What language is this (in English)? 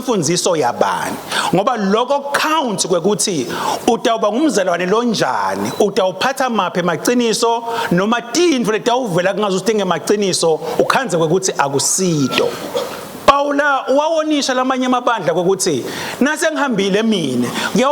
Swati